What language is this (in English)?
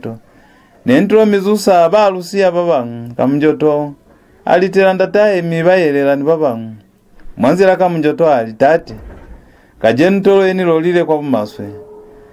Lozi